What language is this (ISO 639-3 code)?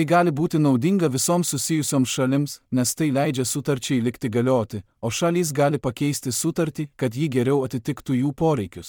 lit